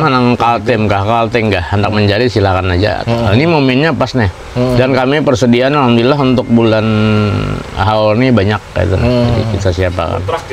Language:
Banjar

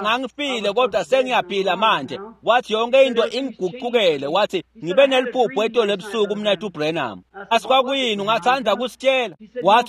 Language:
Swati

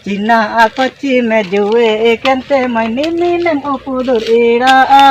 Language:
Ho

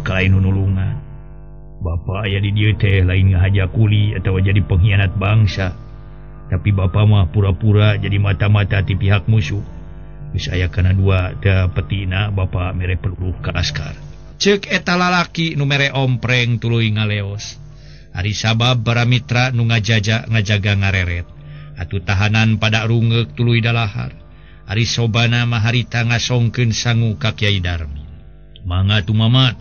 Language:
Sundanese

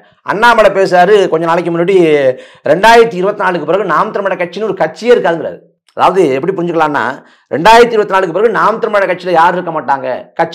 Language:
Tamil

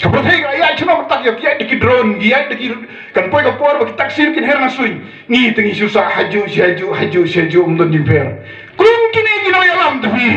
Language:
Khasi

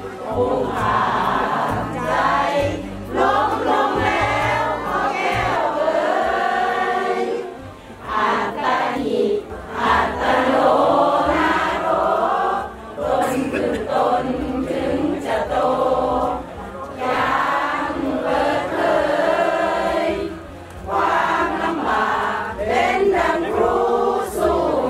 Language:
Thai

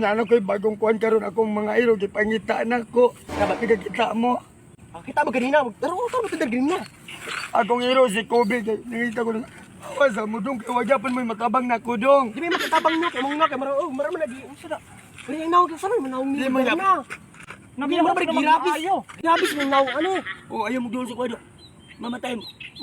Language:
Cebuano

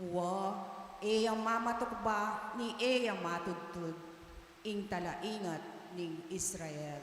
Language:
Pampanga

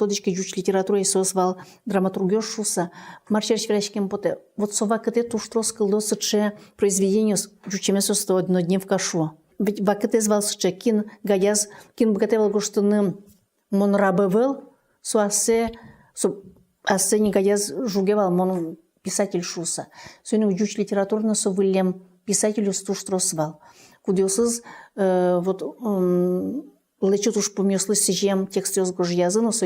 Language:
Udmurt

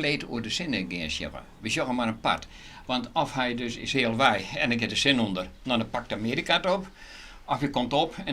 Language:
Western Frisian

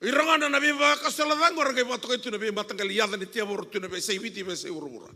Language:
Fijian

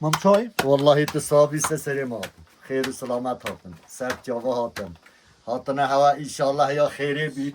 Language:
Kurdish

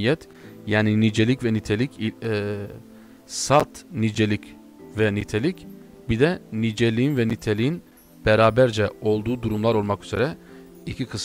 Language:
Turkish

